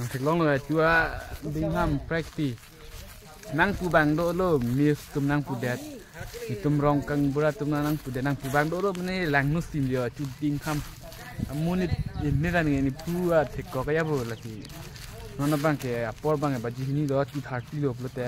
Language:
Karbi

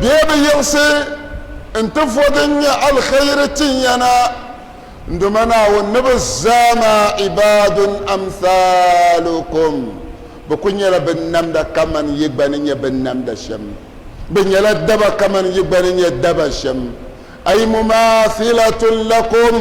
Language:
Dagbani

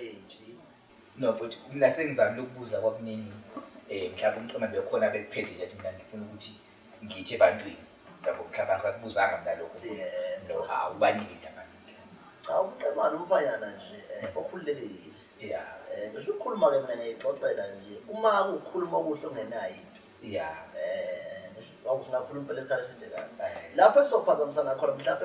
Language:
Zulu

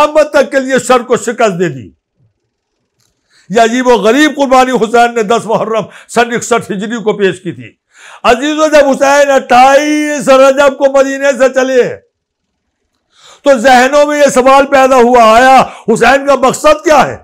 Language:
Urdu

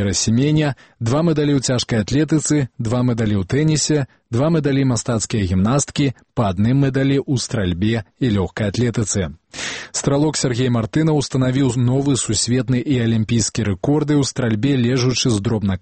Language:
Belarusian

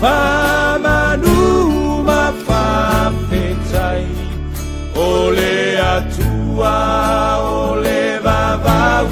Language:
Samoan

